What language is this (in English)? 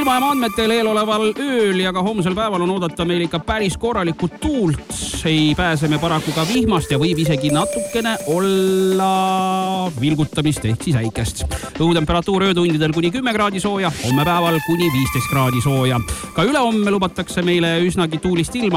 Estonian